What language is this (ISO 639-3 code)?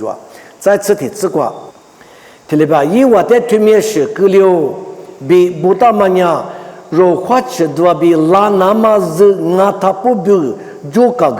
lis